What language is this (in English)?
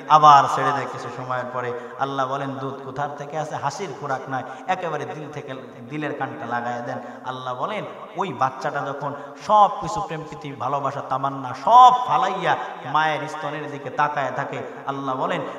Bangla